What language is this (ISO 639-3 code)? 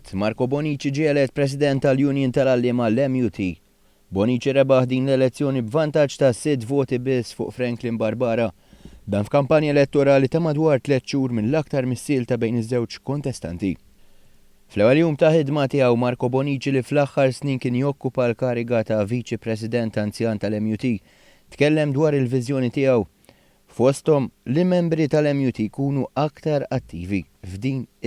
mlt